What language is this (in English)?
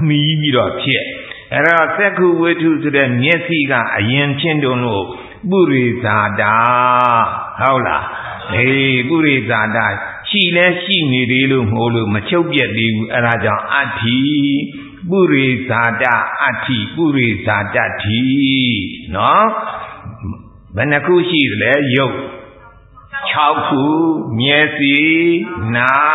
Burmese